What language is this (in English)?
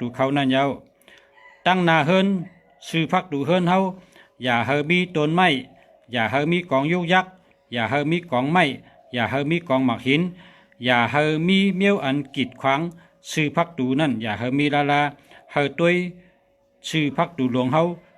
Shan